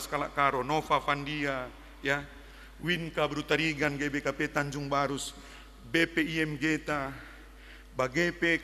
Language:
Batak Karo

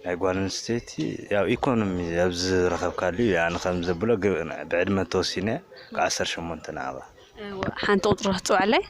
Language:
Tigrinya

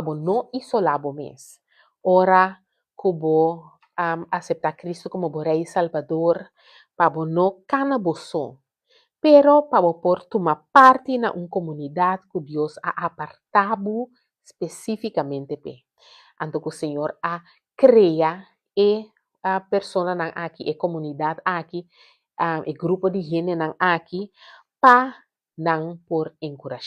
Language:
Papiamento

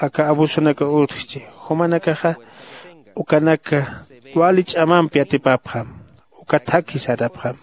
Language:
Aymara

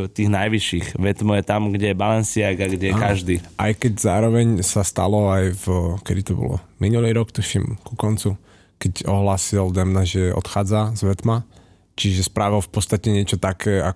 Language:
Slovak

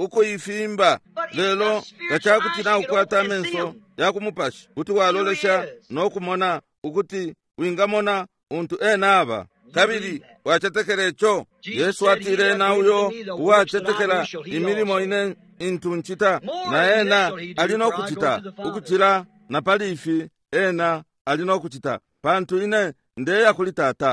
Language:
Bemba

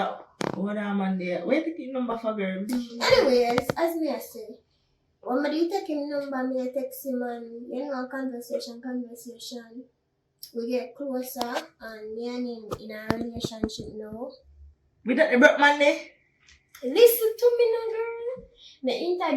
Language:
Jamaican Creole English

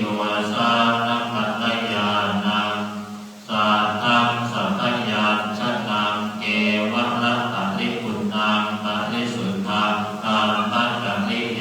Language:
Pali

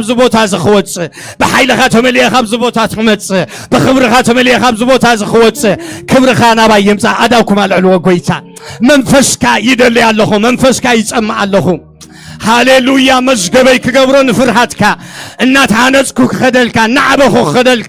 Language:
Tigrinya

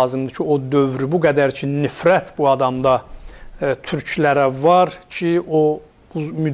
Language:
South Azerbaijani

